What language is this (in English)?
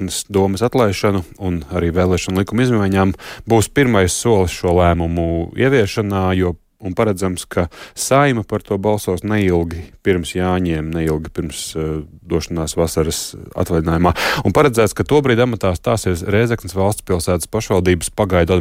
Latvian